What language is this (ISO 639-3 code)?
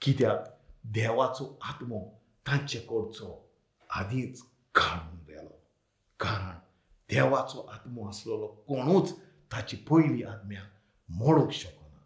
kok